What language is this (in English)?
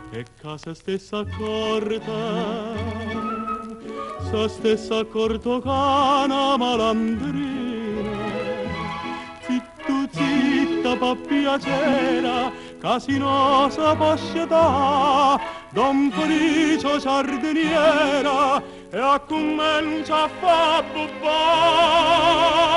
Italian